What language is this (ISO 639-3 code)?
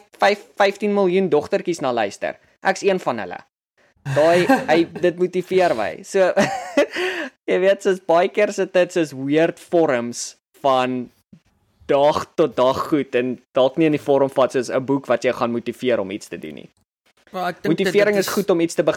afr